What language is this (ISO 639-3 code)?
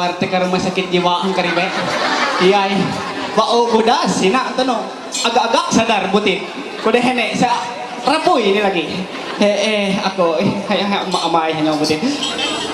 mhy